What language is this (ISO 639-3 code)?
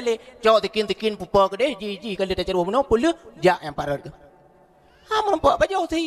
ace